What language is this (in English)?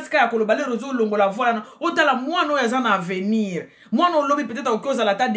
Lingala